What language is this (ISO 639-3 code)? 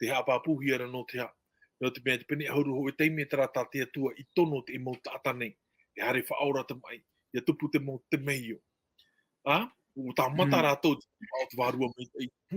tah